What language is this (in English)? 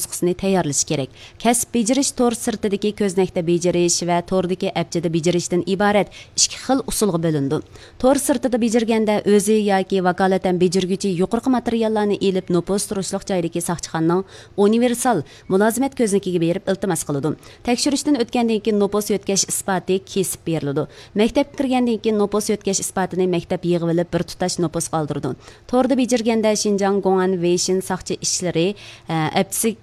Uyghur